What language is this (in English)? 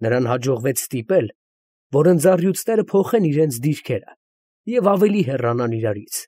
Armenian